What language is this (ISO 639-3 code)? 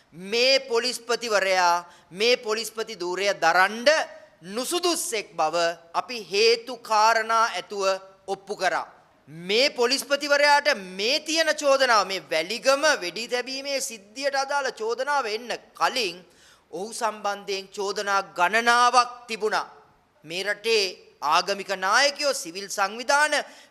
sin